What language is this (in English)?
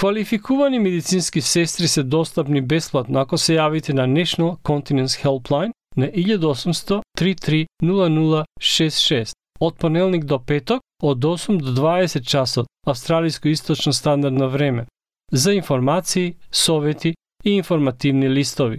Macedonian